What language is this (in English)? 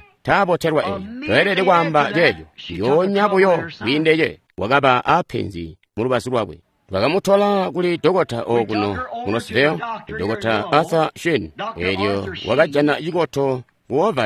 Tonga (Zambia)